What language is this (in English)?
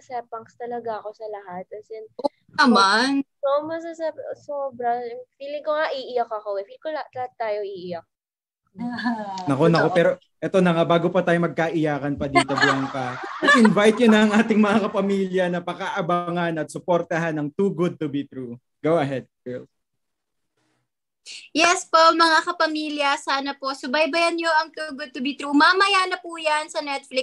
Filipino